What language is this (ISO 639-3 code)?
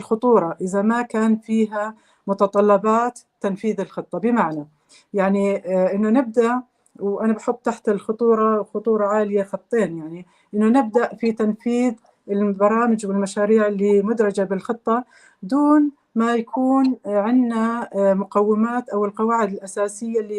apc